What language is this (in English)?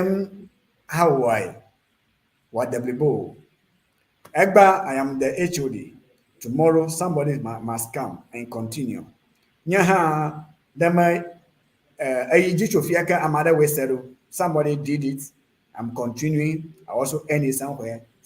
Ewe